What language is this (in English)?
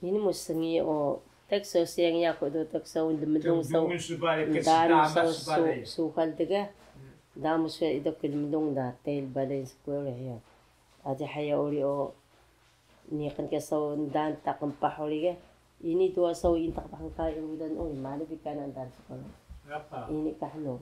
Taroko